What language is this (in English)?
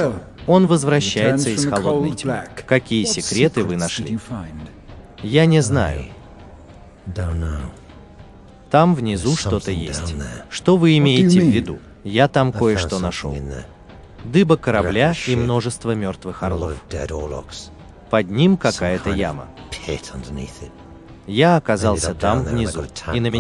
Russian